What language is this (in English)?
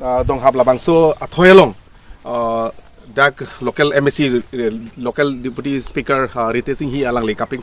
Karbi